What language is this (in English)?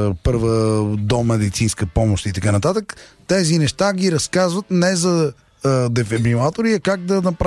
Bulgarian